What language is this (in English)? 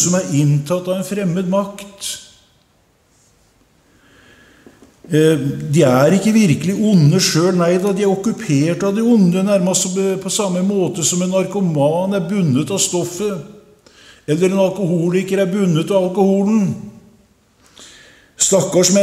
Norwegian